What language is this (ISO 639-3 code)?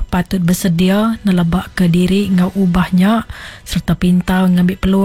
iba